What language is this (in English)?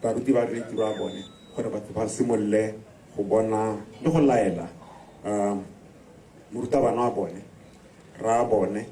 Tswana